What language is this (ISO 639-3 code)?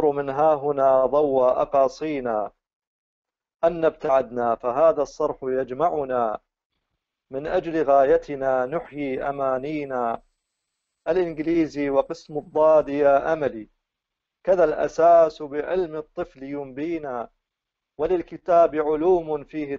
ara